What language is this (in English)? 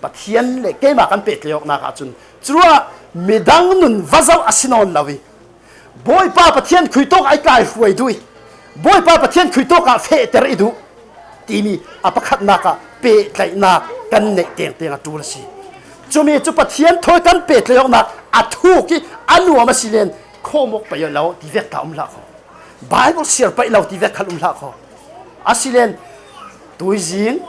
Falam Chin